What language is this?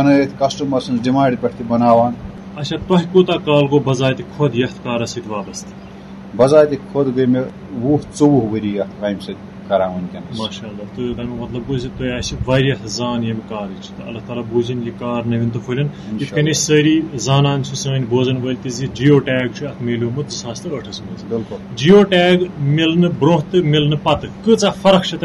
Kashmiri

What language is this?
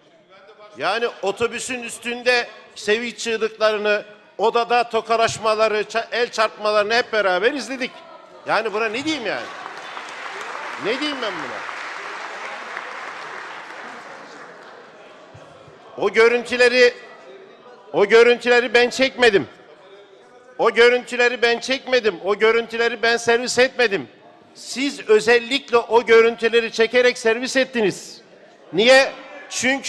Turkish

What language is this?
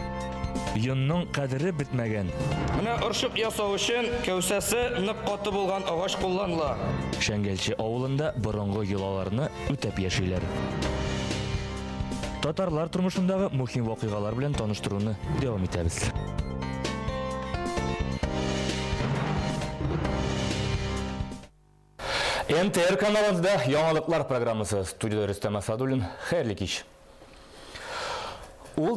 Tatar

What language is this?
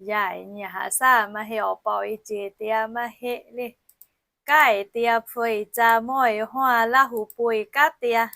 Lahu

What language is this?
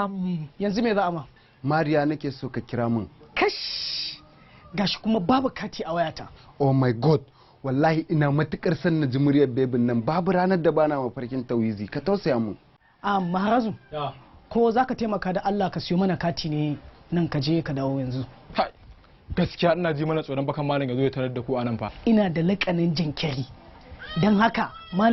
Hausa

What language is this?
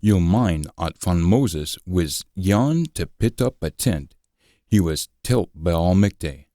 Scots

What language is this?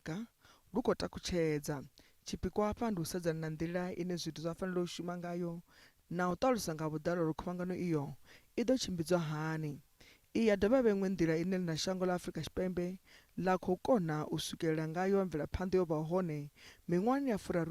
Venda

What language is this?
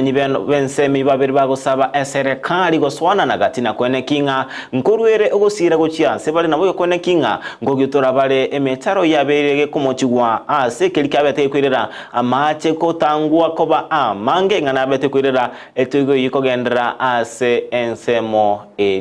Gusii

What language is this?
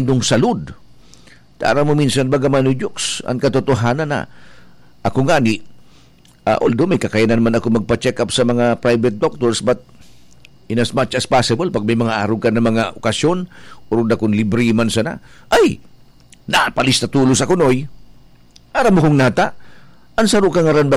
Bikol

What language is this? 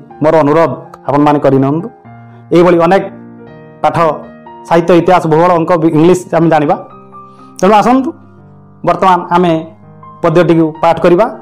Odia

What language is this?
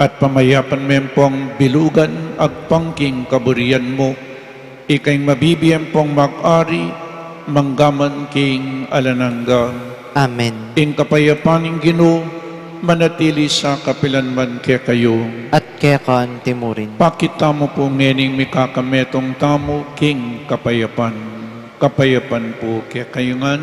Pampanga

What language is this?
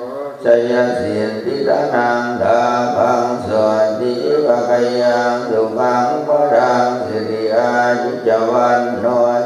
Pali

